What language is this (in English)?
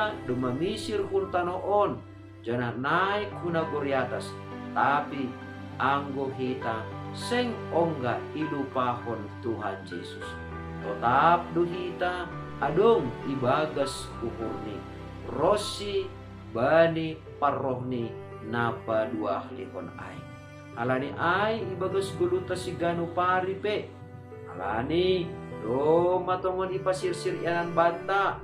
Batak Simalungun